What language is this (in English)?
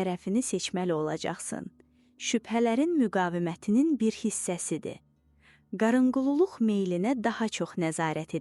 Azerbaijani